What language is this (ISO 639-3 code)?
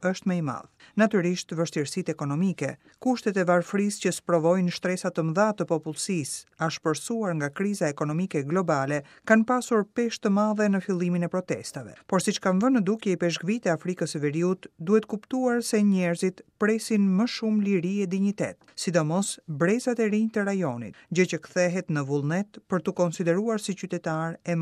sqi